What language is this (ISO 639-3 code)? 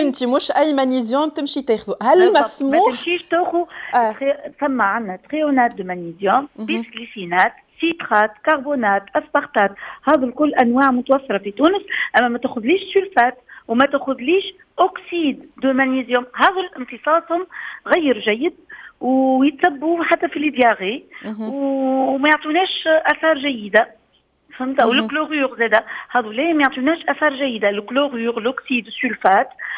aeb